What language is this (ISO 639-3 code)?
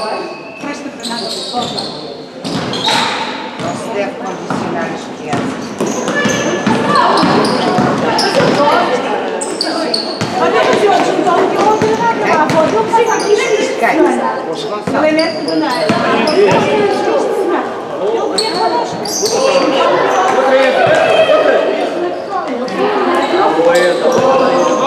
por